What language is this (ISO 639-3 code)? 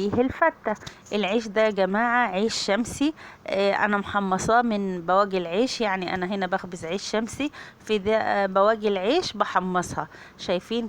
arz